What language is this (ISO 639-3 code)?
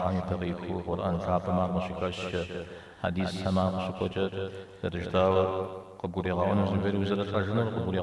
kbd